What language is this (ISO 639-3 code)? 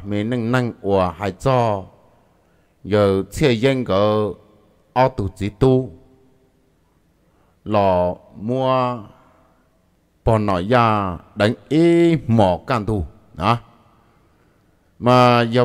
vie